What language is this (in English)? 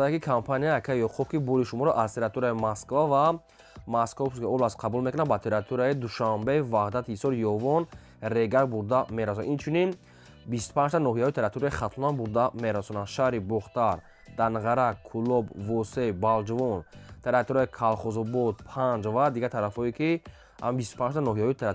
Tajik